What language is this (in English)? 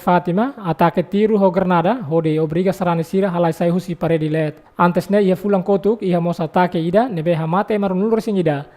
Tetum